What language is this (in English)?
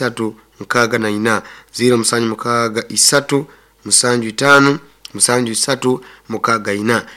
Nyoro